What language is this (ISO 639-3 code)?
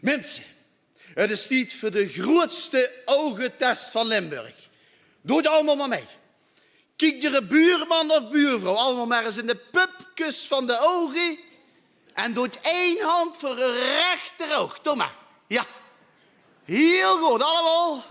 lim